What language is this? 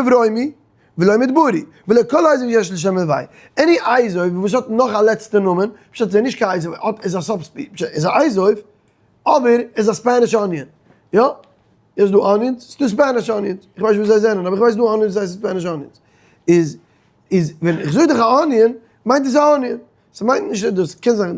Yiddish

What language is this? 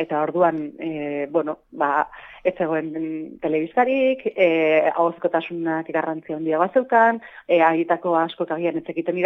Basque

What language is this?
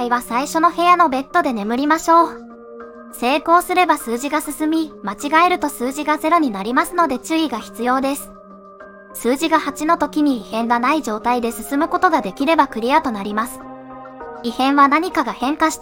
Japanese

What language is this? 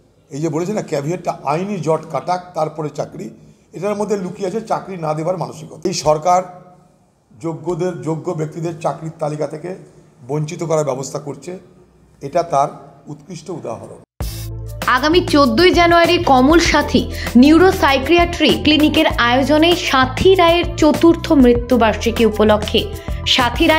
Bangla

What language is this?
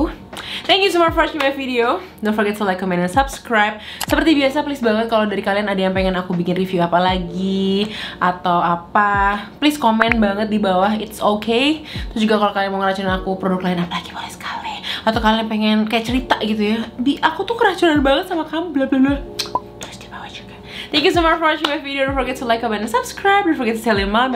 Indonesian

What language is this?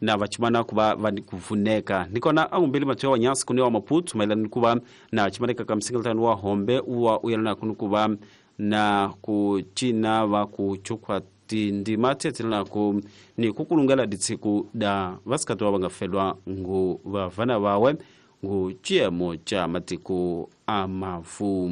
Tsonga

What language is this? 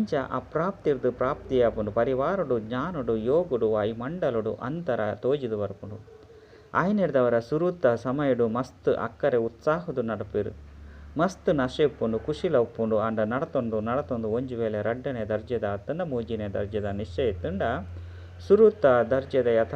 Tulu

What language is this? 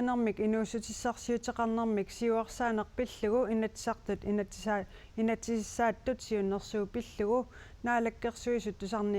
Kalaallisut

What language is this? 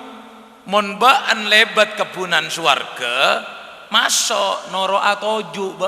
Madurese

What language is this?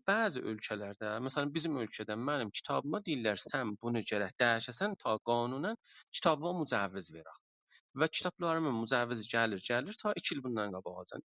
South Azerbaijani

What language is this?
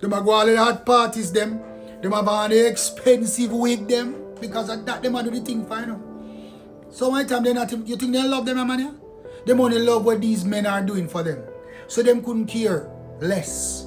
Jamaican Creole English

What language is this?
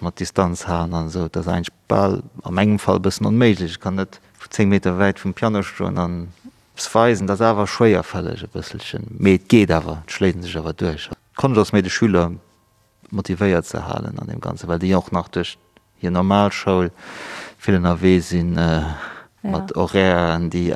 Luxembourgish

